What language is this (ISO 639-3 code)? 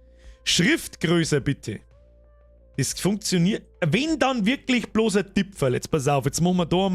bar